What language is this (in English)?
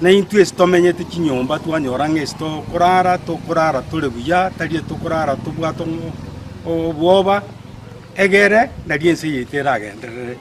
Gusii